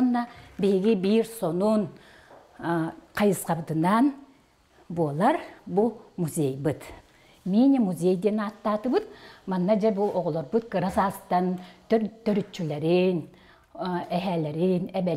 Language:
Yakut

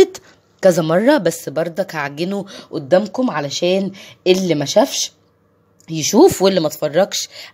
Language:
Egyptian Arabic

